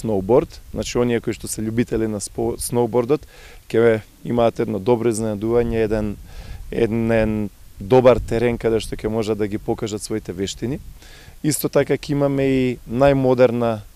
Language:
Macedonian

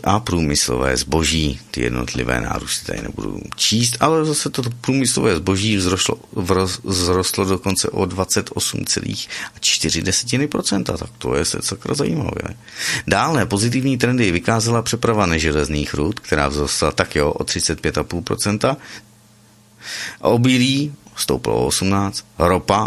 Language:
Czech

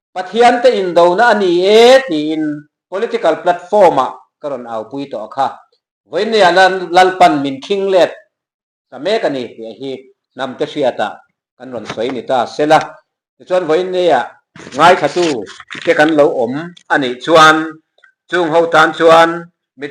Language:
Mizo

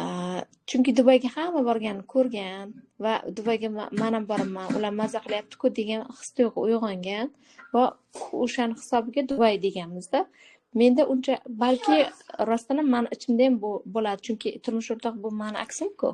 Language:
Uzbek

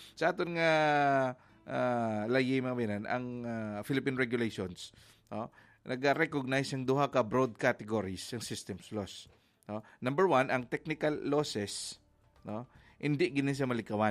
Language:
Hiligaynon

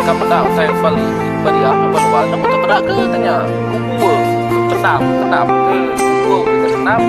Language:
Iban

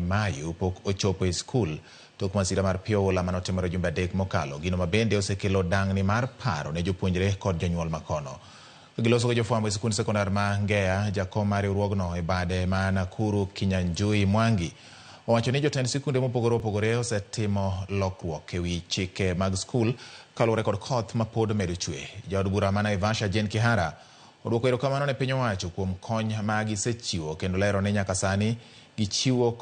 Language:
Luo (Kenya and Tanzania)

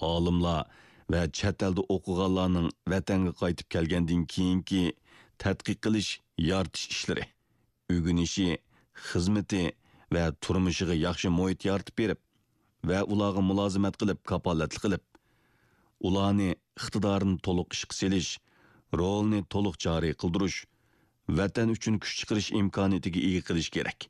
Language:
Uyghur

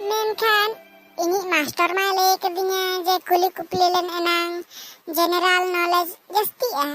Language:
Santali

